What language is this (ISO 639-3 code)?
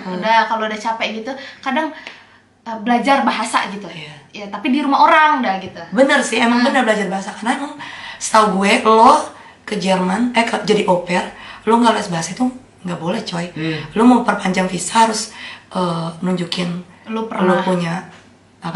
ind